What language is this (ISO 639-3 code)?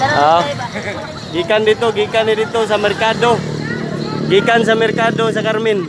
ceb